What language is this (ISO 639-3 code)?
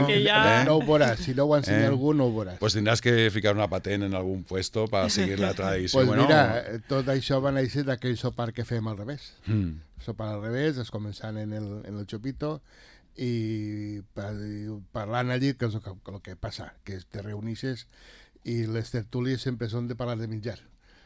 cat